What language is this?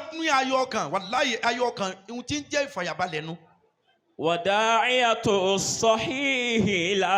Yoruba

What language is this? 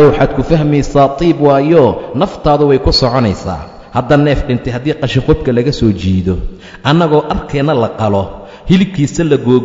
Somali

